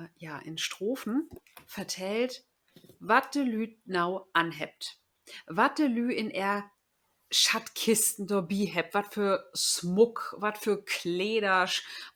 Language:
Low German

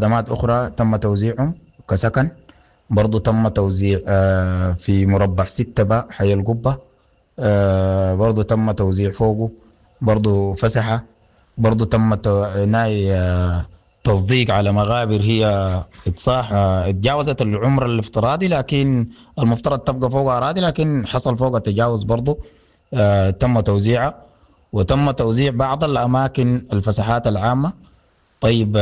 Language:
Sudanese Arabic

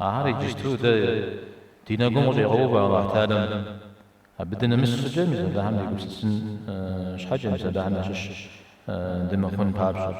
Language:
Kabardian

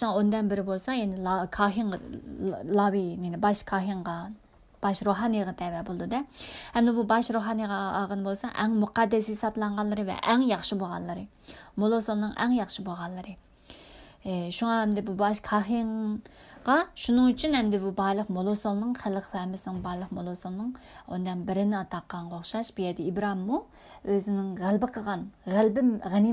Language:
Uyghur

